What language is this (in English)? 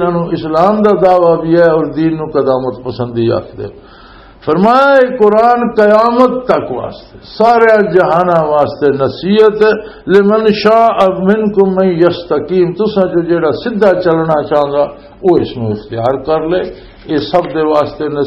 Western Panjabi